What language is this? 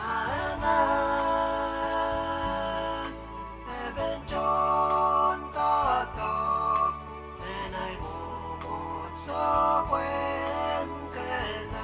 Pohnpeian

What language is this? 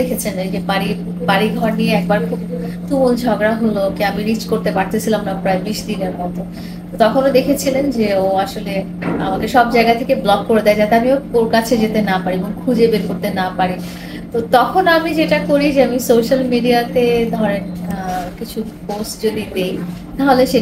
Bangla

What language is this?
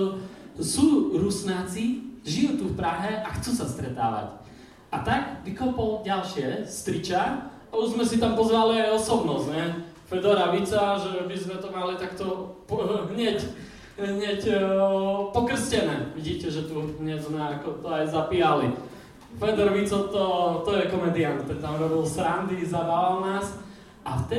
Slovak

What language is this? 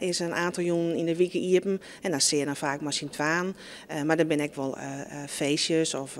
Western Frisian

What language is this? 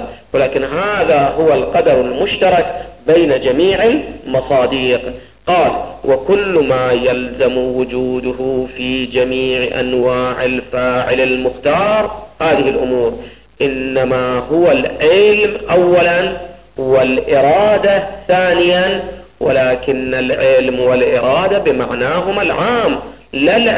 Arabic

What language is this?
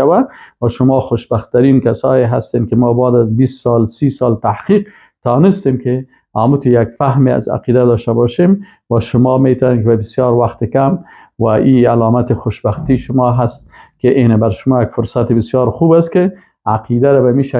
Persian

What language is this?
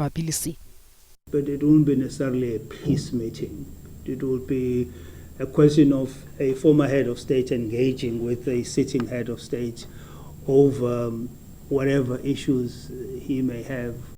Northern Sotho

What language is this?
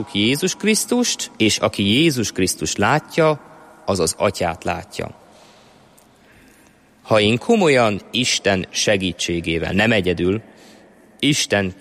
Hungarian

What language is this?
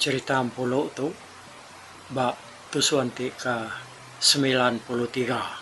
Iban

